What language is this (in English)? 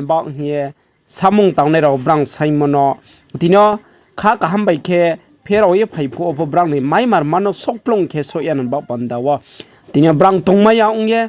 Riang (India)